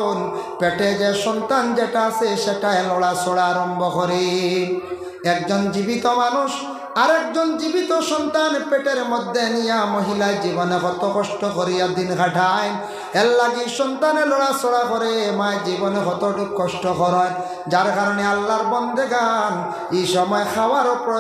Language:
Sylheti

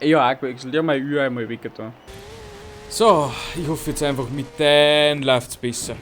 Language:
Bavarian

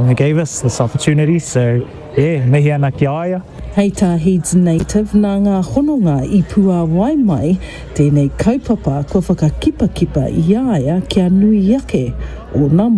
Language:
Māori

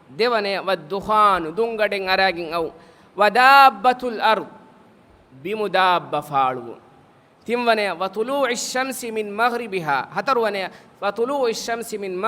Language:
Divehi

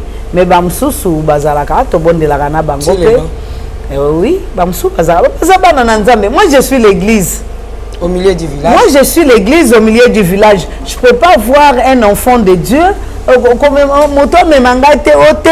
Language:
Lingala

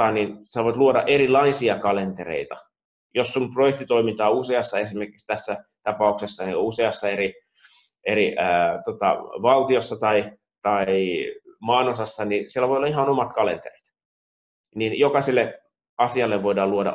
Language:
Finnish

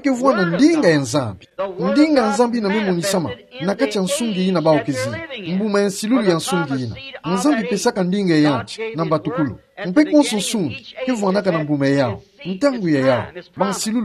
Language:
Kituba (Democratic Republic of Congo)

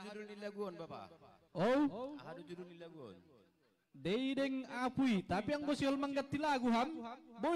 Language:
Batak Simalungun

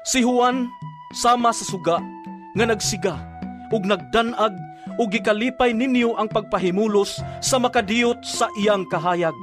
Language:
Cebuano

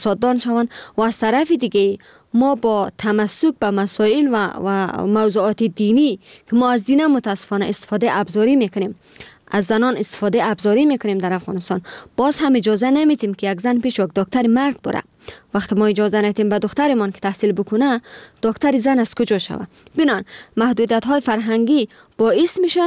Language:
Persian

